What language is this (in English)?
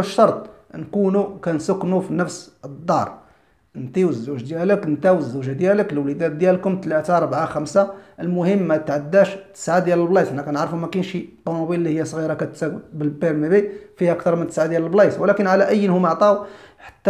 Moroccan Arabic